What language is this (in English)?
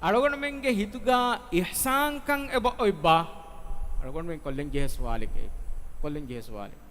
Divehi